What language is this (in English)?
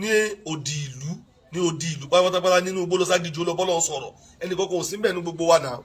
Yoruba